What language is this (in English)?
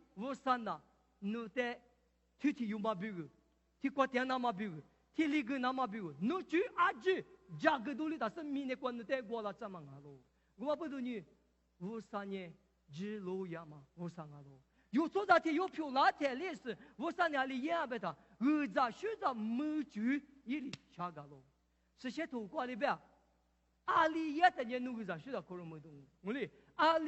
Lisu